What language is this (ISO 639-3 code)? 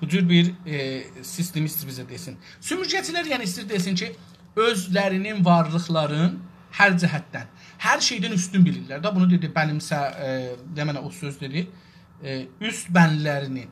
azb